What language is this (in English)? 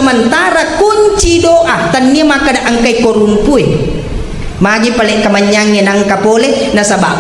Buginese